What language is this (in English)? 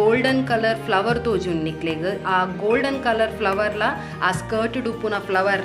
Tulu